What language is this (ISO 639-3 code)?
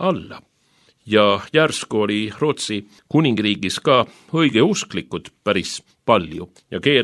est